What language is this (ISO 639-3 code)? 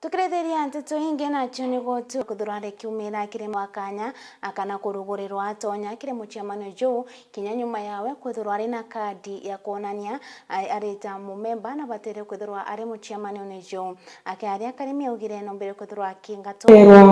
mer